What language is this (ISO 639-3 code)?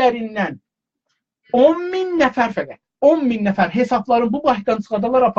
azb